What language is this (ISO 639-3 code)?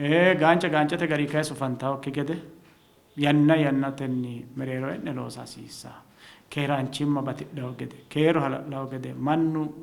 sid